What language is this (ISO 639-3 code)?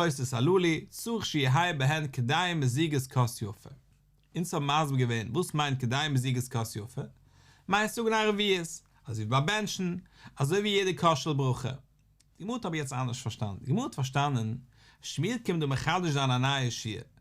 yid